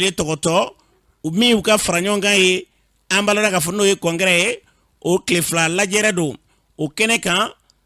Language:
Bambara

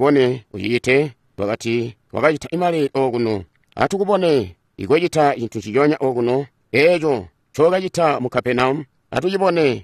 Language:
Tonga (Zambia)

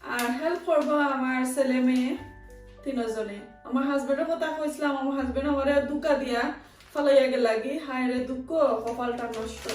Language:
Sylheti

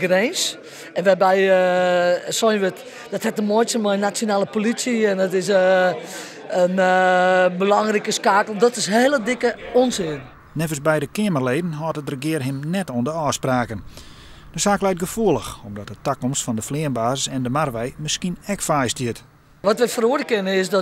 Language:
Western Frisian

